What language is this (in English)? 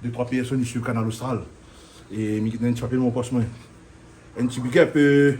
Réunion Creole French